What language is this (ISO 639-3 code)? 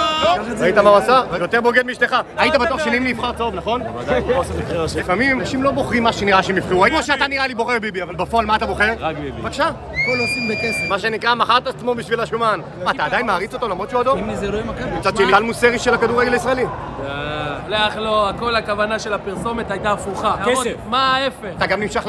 heb